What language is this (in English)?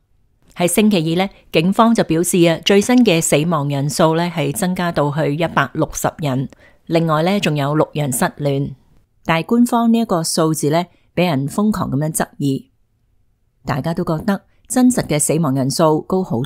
Cantonese